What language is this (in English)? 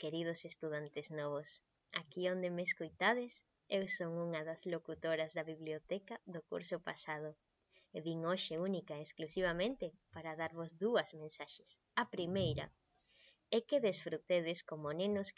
Galician